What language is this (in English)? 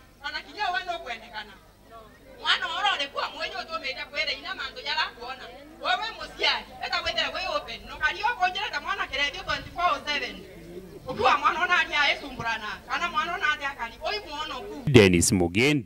Meru